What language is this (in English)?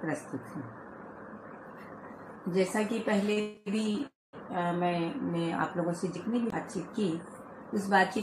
Hindi